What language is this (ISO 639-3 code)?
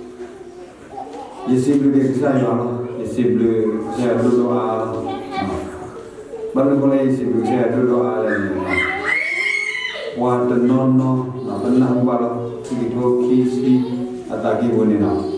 ksw